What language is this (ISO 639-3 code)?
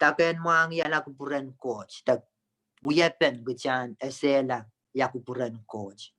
pon